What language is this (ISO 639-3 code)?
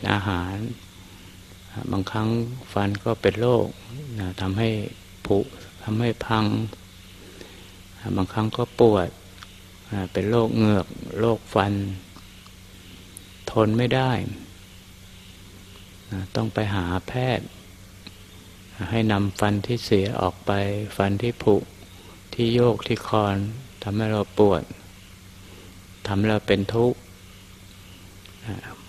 tha